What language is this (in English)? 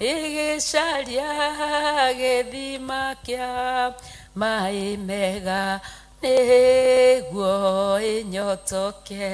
Kikuyu